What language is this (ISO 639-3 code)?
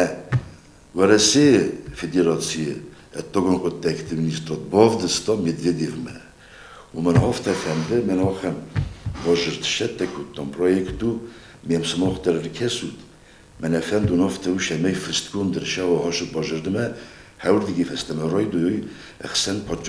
oss